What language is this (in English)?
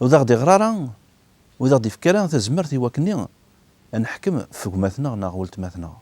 Kabyle